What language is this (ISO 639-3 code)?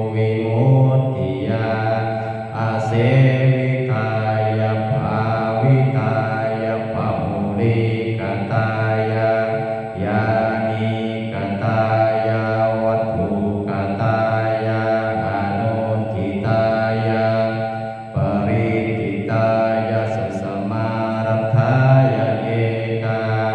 pli